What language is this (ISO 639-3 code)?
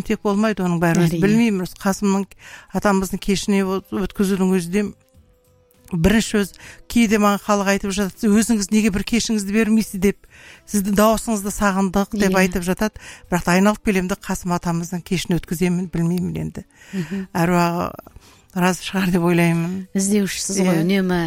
kaz